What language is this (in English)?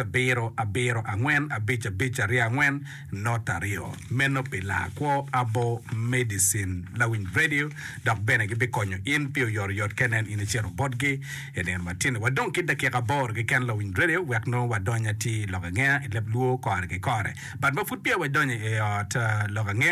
Acoli